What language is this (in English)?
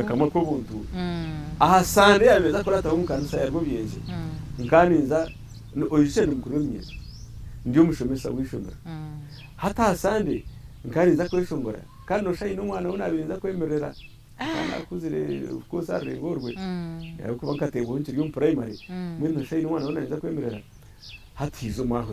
Nyankole